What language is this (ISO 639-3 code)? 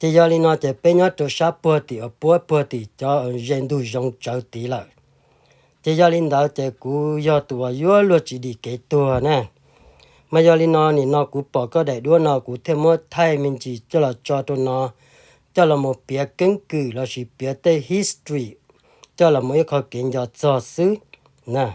hmn